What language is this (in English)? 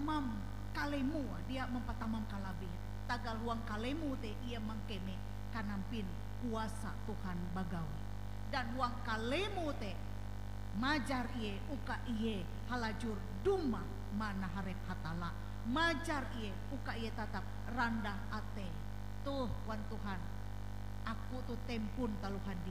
Ngaju